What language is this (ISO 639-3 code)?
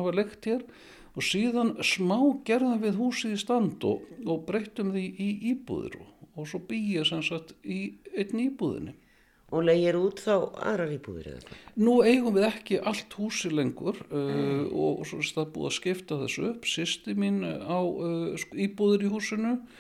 isl